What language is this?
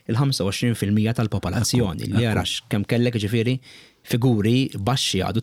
Maltese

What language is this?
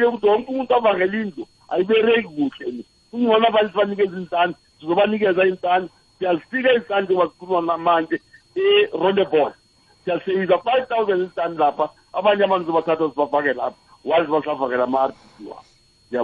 South Ndebele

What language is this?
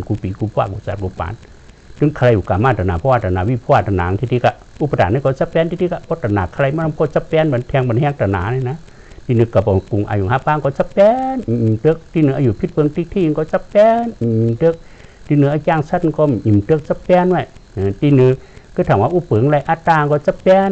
Shan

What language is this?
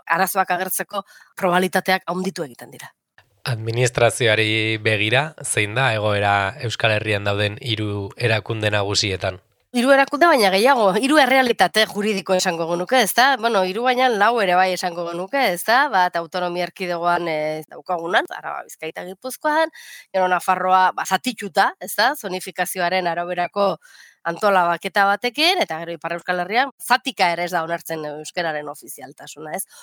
Basque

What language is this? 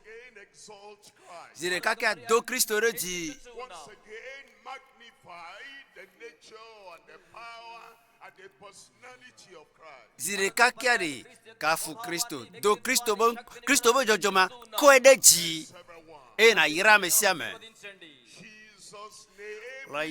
Ewe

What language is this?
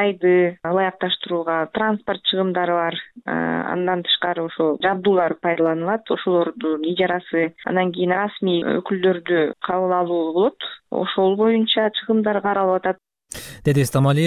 Kyrgyz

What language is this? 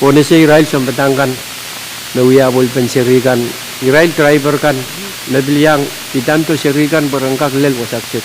Pohnpeian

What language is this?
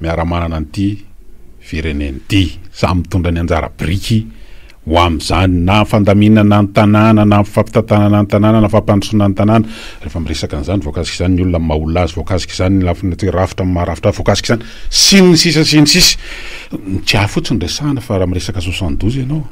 Malagasy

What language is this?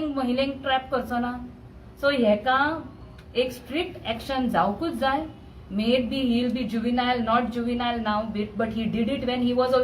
Konkani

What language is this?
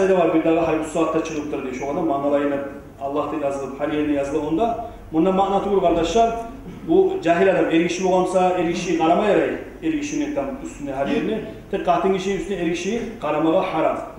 Kumyk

